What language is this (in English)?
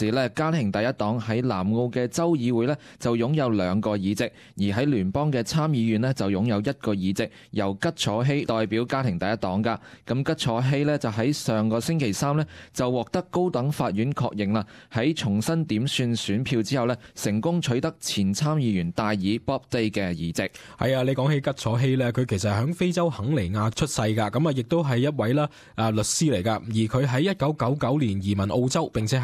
Cantonese